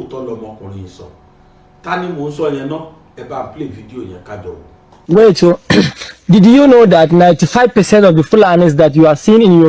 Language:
Yoruba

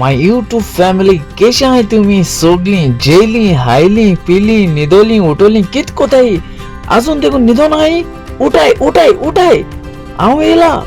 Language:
Konkani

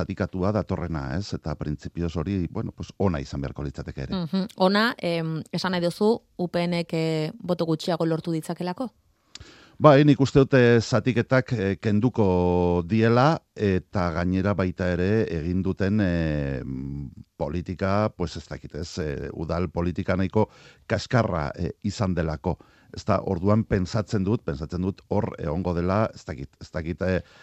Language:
Basque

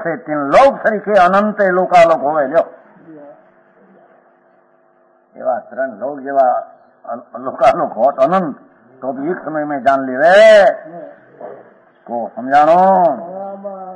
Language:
Gujarati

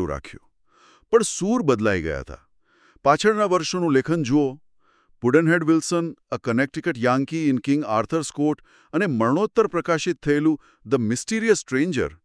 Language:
Gujarati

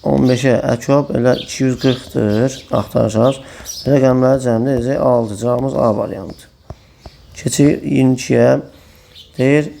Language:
Azerbaijani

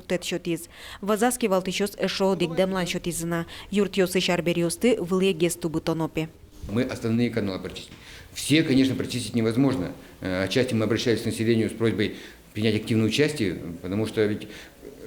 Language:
Udmurt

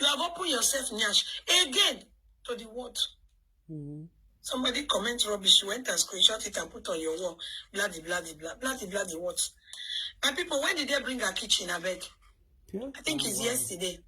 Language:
Nigerian Pidgin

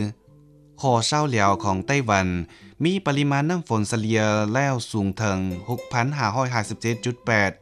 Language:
Lao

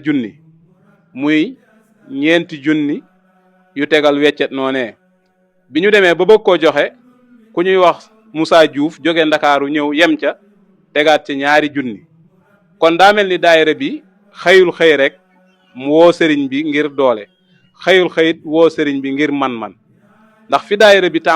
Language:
Wolof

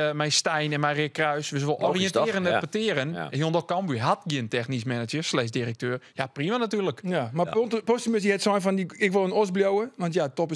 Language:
Western Frisian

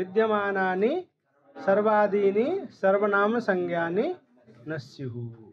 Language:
Sanskrit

